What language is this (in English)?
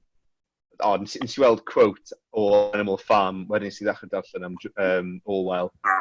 Welsh